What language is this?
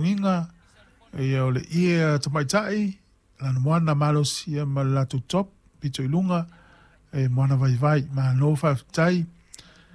Samoan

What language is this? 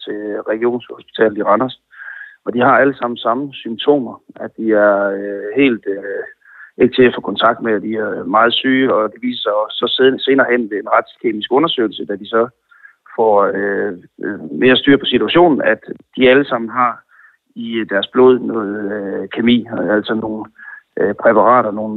Danish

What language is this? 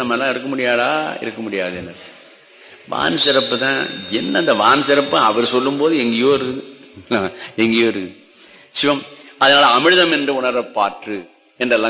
Tamil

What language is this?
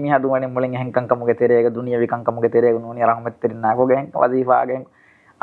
Divehi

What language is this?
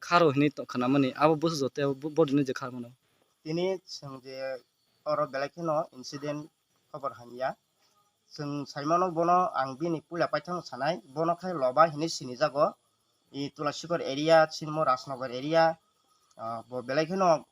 Kok Borok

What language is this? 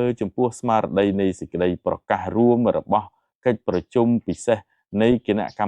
Khmer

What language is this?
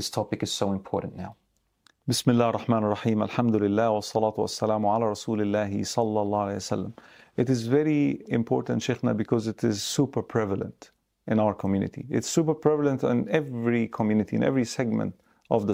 English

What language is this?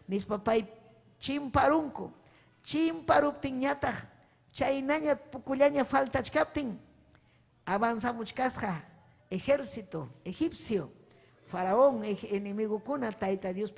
Ayacucho Quechua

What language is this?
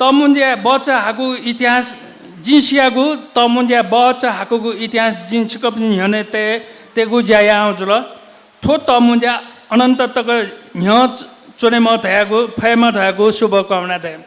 Newari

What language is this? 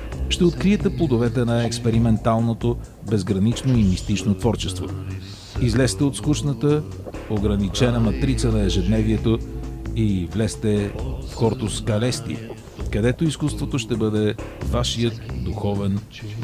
Bulgarian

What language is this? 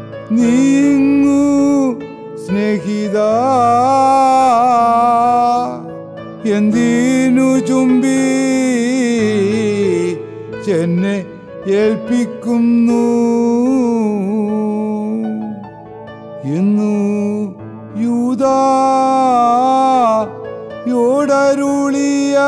Malayalam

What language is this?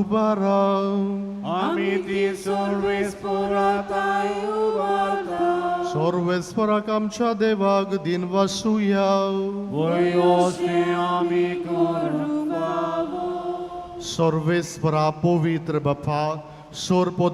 Konkani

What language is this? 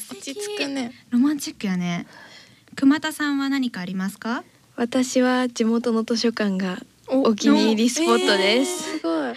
Japanese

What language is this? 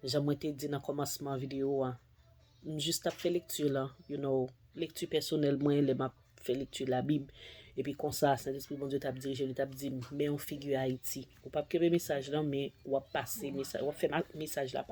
Haitian Creole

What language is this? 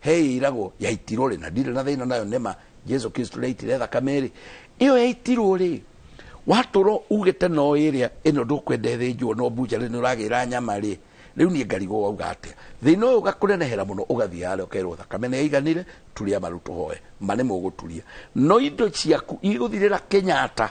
Kikuyu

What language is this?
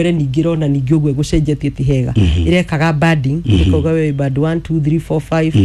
Kikuyu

